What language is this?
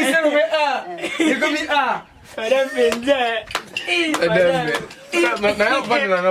Lingala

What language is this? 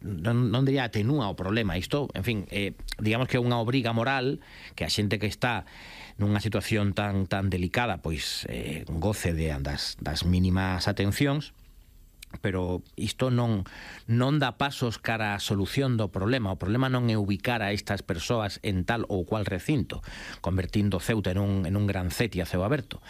Galician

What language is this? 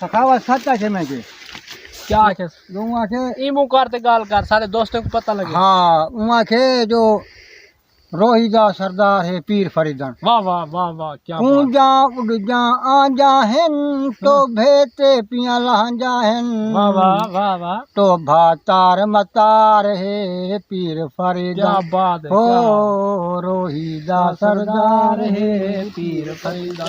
Saraiki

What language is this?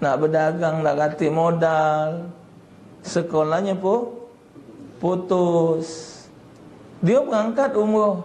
Musi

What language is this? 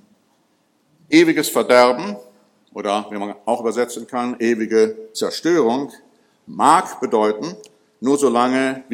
German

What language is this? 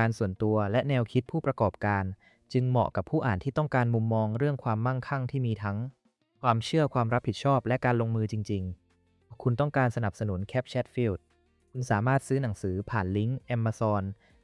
Thai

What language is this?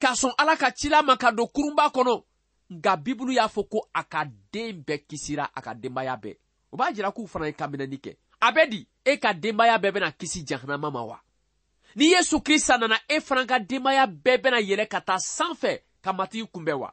Bambara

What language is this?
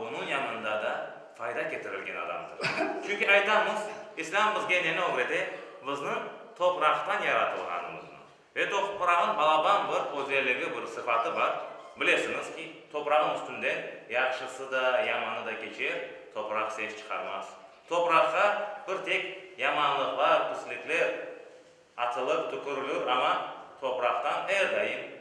Crimean Tatar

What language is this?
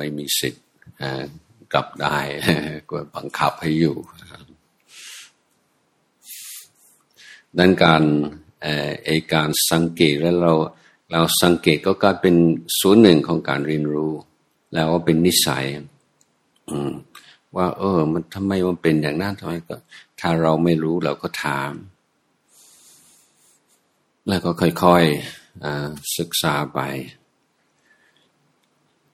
Thai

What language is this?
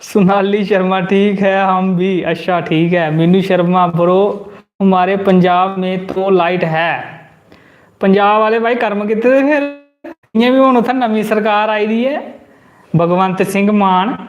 Dogri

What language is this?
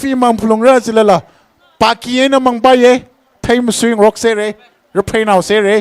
Tangkhul Naga (India)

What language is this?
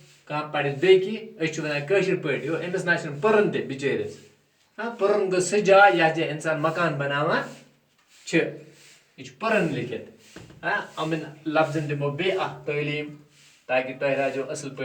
Kashmiri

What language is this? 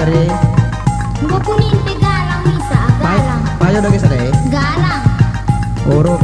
Batak Karo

